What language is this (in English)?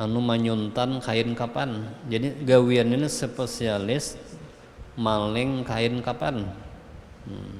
Banjar